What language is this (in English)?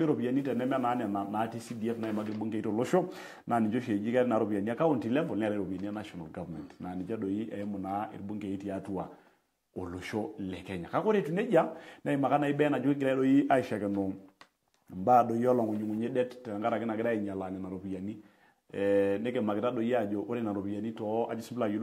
Masai